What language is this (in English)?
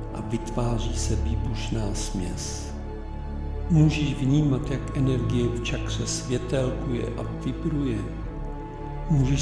Czech